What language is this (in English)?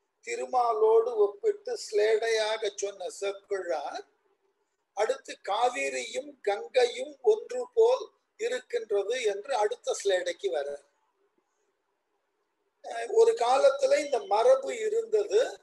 Tamil